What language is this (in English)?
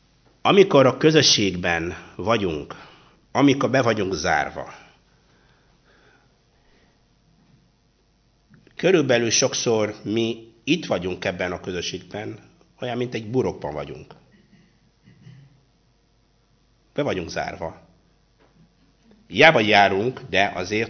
Hungarian